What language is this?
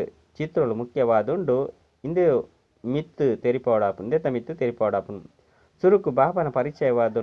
Tulu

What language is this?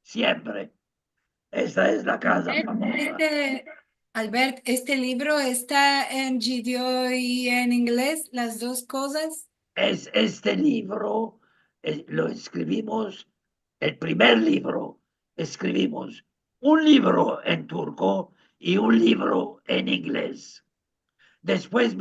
Ladino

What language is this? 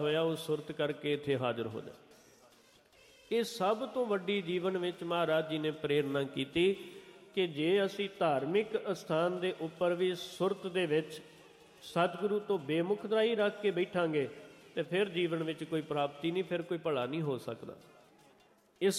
Punjabi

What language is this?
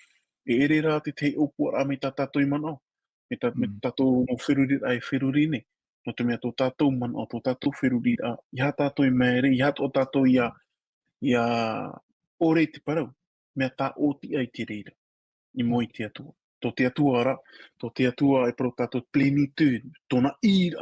Tahitian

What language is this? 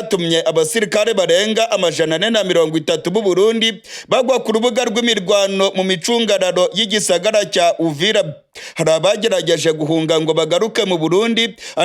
Rundi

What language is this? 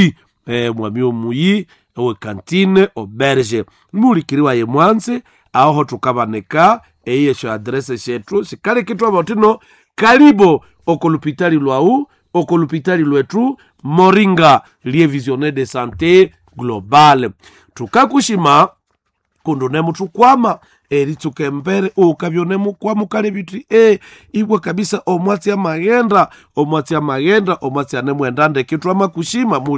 Nande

